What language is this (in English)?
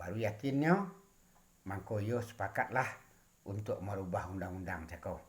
Minangkabau